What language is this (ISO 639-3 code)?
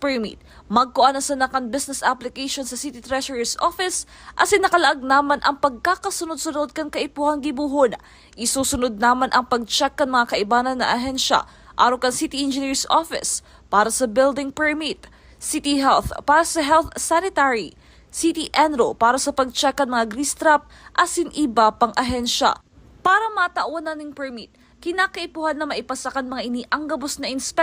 bik